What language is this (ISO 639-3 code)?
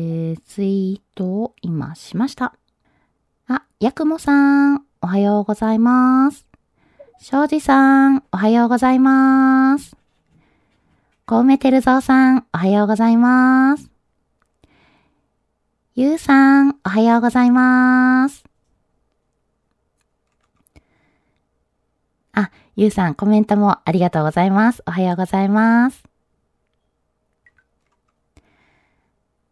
jpn